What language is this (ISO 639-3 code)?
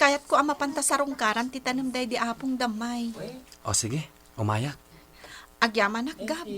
ilo